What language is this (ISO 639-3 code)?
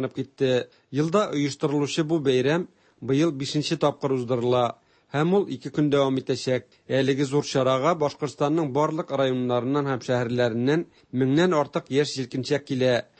tat